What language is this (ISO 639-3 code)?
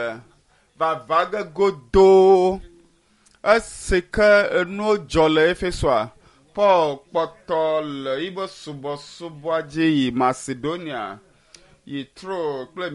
ewe